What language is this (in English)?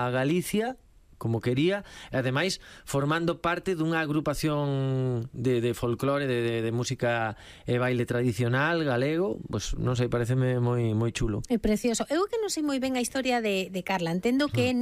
Galician